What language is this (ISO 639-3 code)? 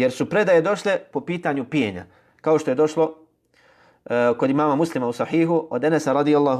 bos